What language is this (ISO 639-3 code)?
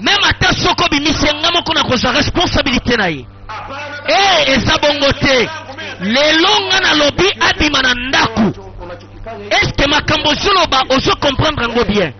lin